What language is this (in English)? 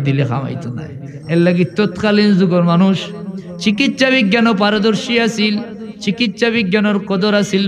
Sylheti